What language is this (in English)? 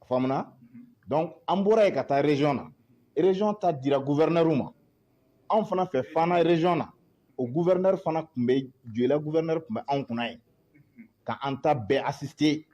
Bambara